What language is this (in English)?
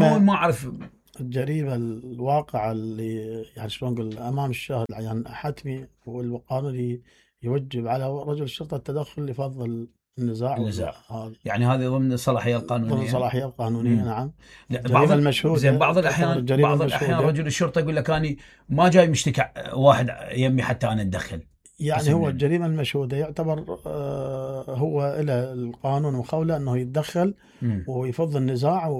Mesopotamian Arabic